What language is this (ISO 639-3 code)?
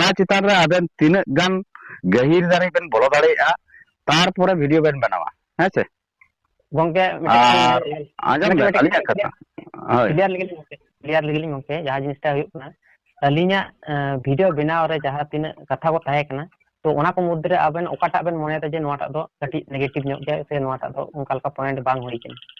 sat